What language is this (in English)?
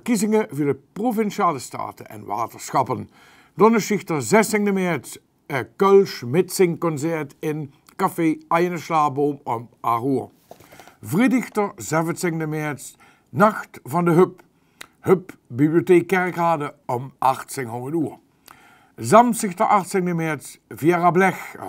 Limburgish